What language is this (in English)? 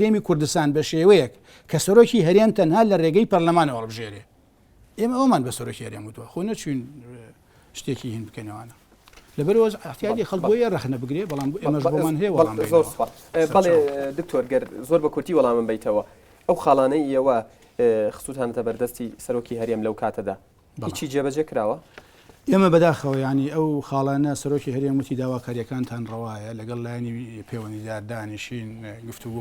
Central Kurdish